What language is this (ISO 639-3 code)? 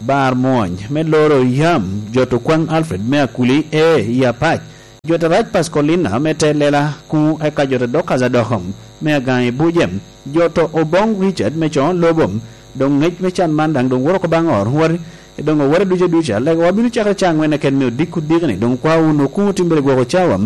laj